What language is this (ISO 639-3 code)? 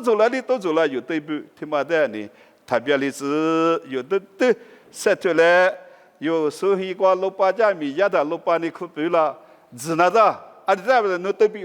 lis